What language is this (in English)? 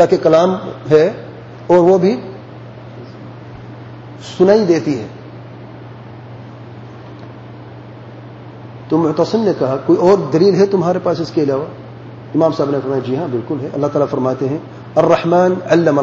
Urdu